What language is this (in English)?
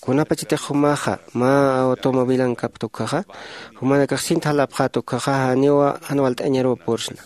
Aymara